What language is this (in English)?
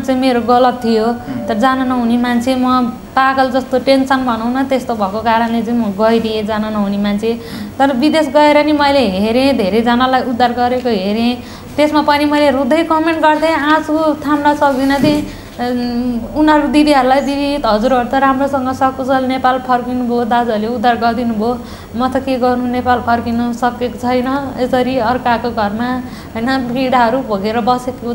Nepali